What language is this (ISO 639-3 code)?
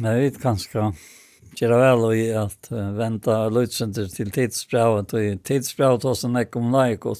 fao